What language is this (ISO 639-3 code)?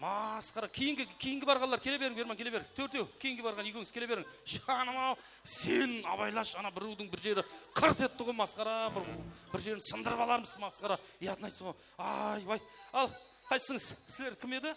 kaa